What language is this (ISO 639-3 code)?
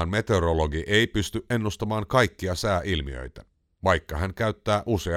fin